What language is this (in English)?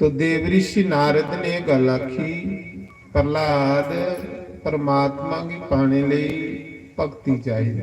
Dogri